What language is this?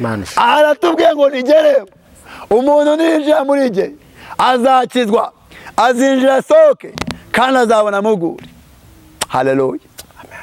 Kinyarwanda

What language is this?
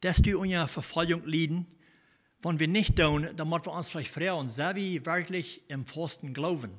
Plautdietsch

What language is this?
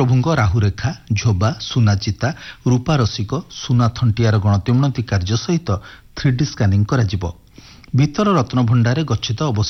Odia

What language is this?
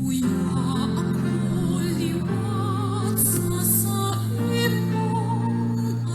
Bikol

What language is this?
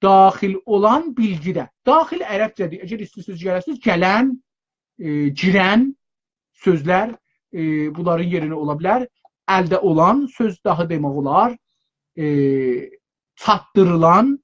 South Azerbaijani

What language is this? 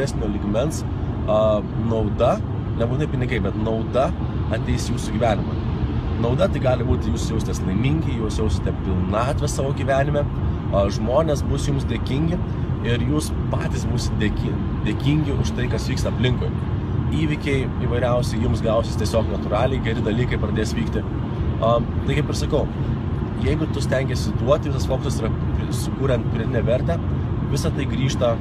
Lithuanian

